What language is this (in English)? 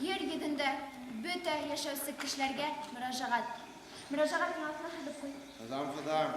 Bashkir